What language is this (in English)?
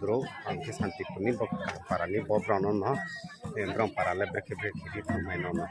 Riang (India)